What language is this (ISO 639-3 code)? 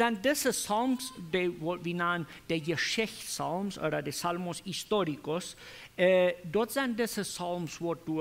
pdt